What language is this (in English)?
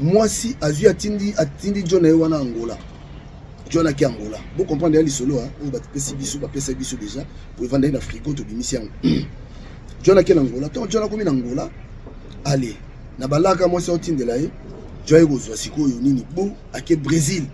Lingala